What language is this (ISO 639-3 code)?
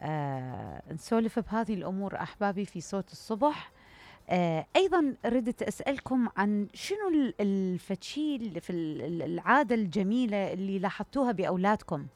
acm